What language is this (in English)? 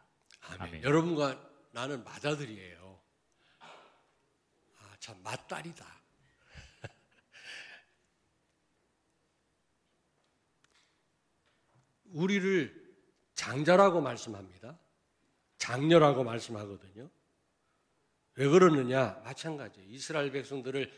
Korean